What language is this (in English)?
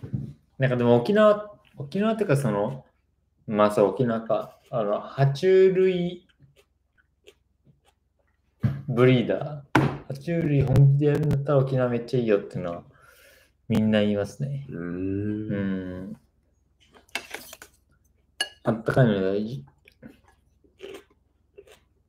Japanese